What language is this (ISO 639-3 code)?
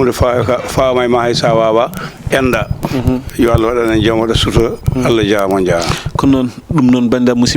ful